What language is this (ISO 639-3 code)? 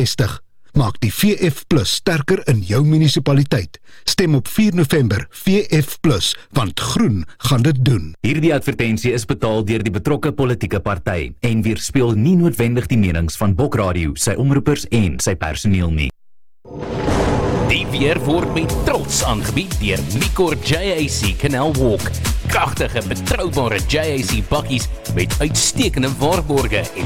afr